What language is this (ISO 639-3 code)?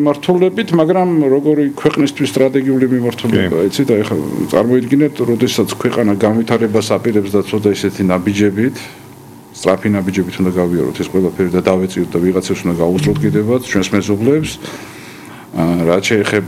kat